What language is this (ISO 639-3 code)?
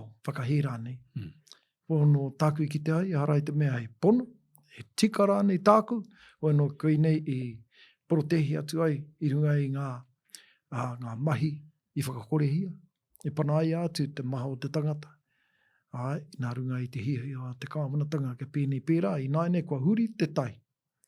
mri